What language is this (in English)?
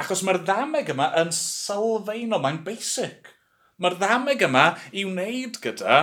Welsh